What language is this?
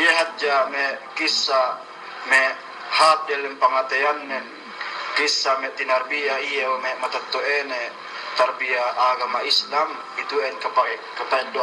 Yakan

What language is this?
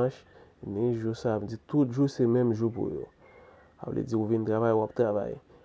Haitian Creole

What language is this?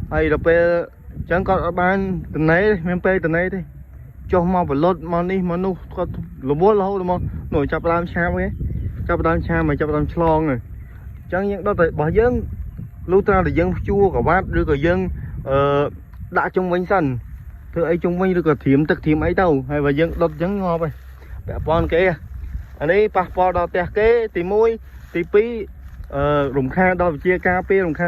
Khmer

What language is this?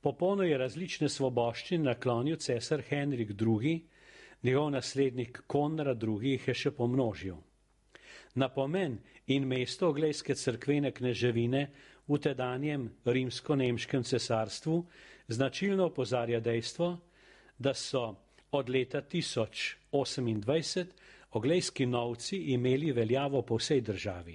Slovenian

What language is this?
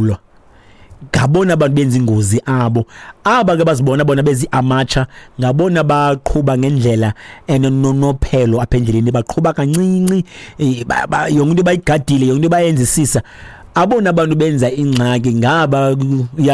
Xhosa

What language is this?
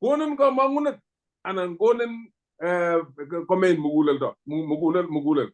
Kalenjin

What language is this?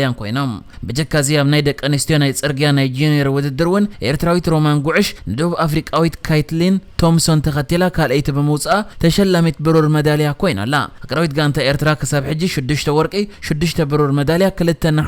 Tigrinya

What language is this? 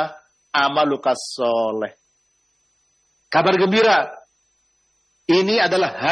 Indonesian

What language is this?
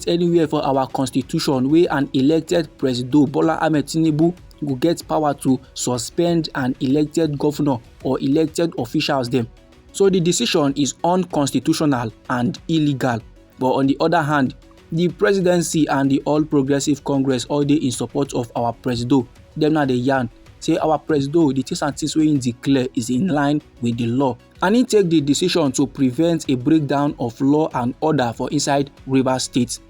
Nigerian Pidgin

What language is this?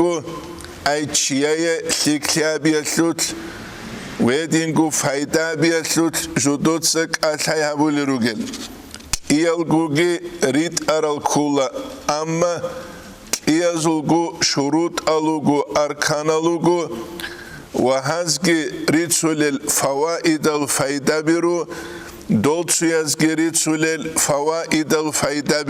Avaric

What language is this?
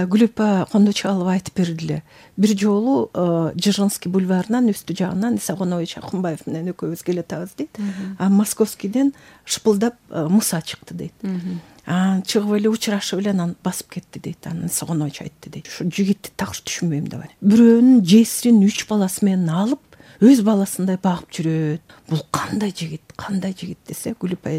Kyrgyz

